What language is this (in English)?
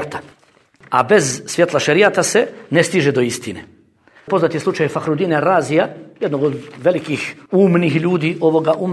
Bosnian